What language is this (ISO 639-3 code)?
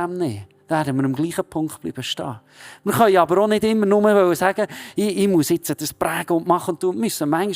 gsw